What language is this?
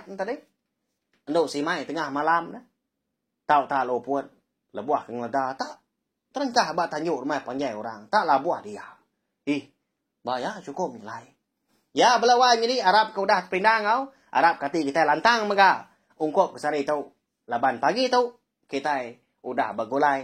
Iban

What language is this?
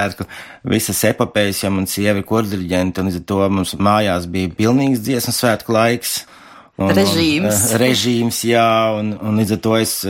Latvian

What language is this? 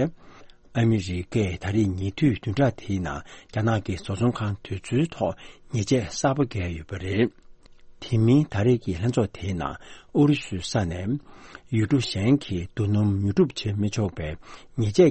Tibetan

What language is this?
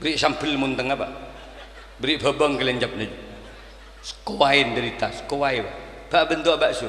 Madurese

